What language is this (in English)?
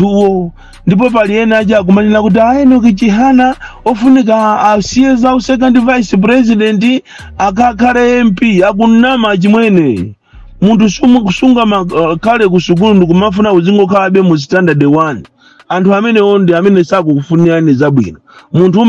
Nyanja